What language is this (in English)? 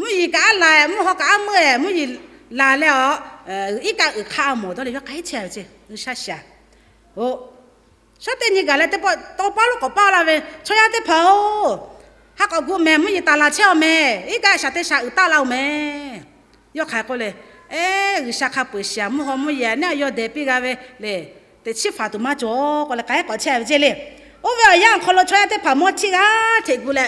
Lahu